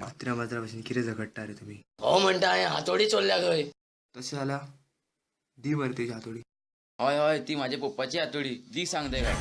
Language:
Konkani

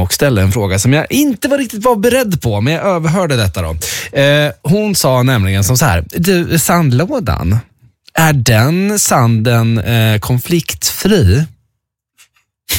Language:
Swedish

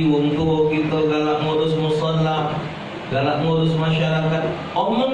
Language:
Musi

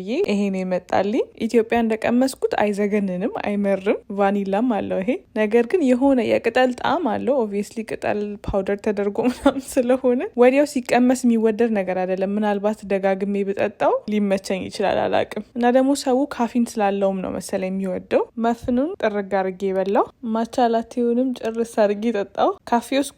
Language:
Amharic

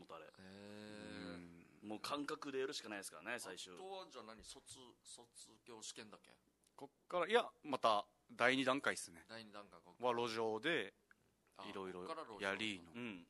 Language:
Japanese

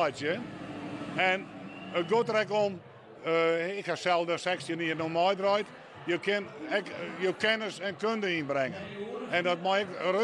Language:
Western Frisian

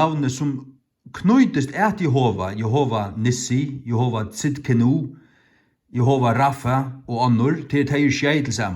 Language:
Faroese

